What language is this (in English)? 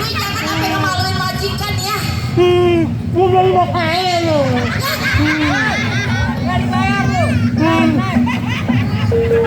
Betawi